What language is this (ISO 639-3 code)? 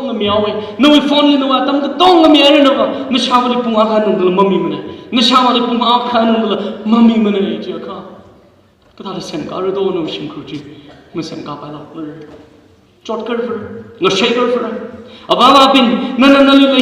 nmf